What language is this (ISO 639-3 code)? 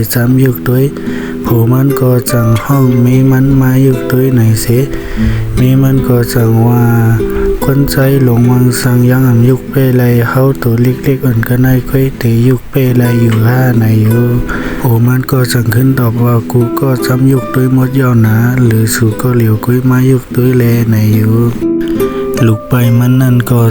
shn